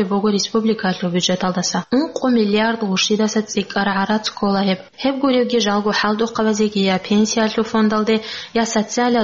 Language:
Avaric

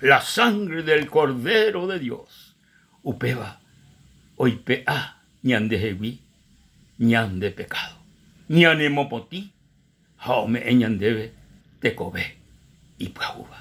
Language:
Guarani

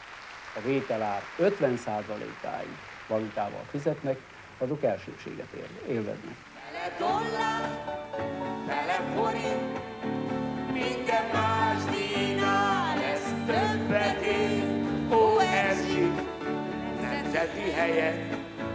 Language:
Hungarian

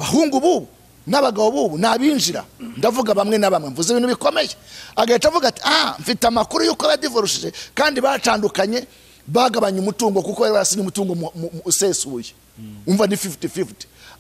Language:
Kinyarwanda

